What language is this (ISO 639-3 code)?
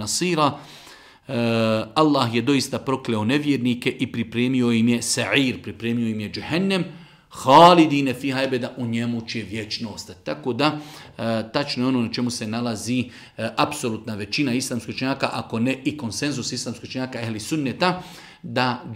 bos